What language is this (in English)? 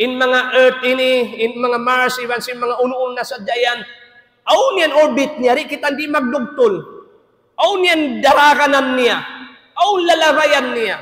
Tausug